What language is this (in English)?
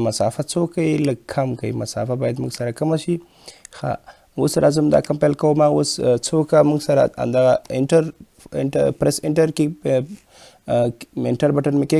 Pashto